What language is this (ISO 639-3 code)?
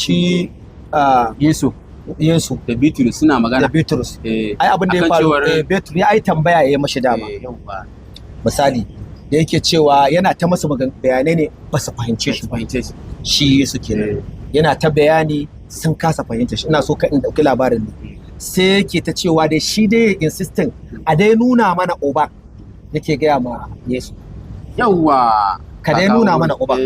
hau